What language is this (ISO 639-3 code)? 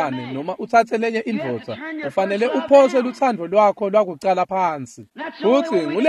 ssw